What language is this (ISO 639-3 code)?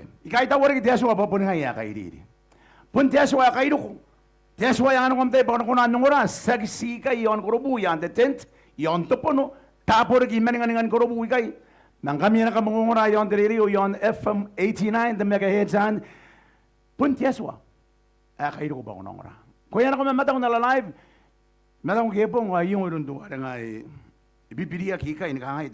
gil